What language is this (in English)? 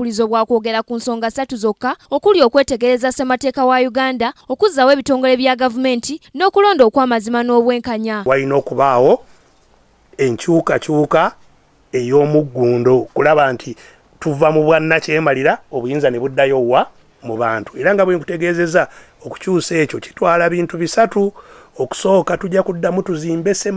Ganda